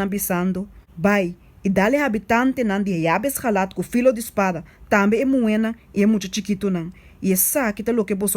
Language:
Papiamento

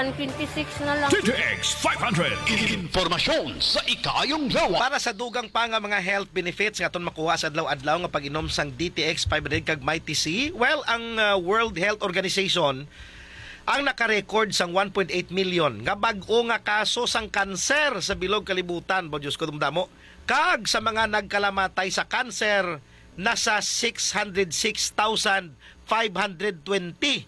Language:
Hiligaynon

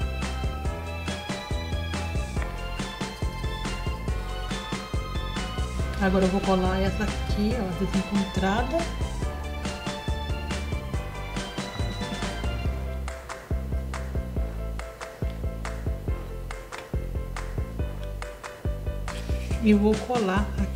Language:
Portuguese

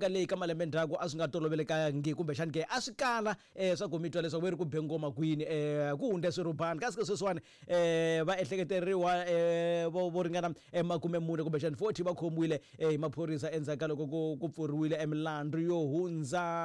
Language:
Tsonga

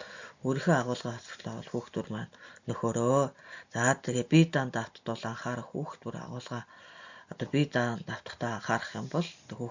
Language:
Mongolian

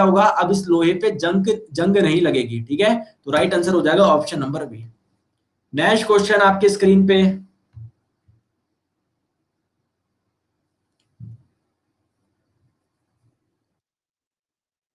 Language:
Hindi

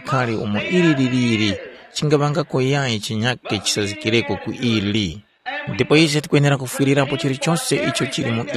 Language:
Tumbuka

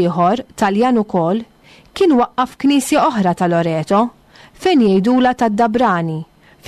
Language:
Maltese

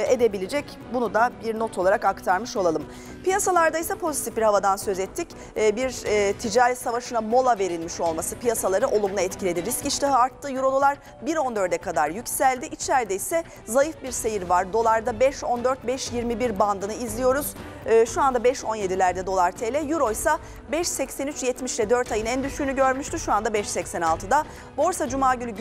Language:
Turkish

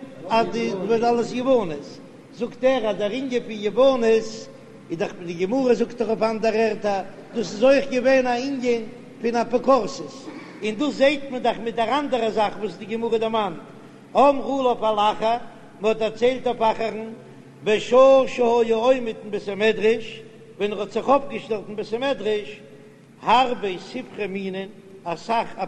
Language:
Yiddish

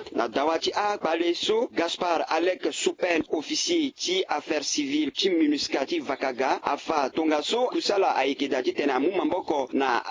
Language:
Sango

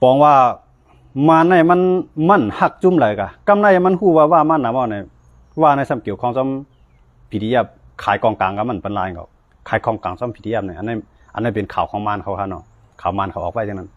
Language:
Shan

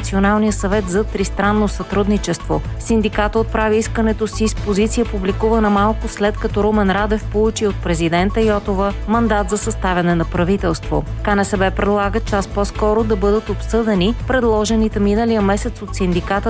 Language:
Bulgarian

